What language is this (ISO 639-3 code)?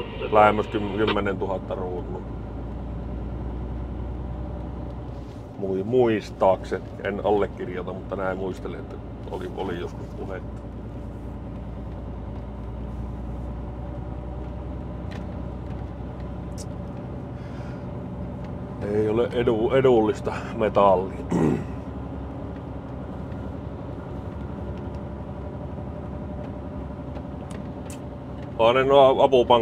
fin